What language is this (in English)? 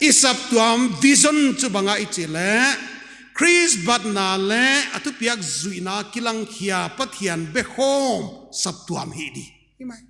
Paite Chin